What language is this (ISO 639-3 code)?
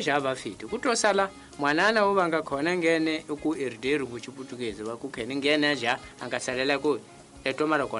tso